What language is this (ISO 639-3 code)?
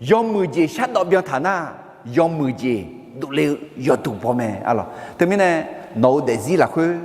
ahk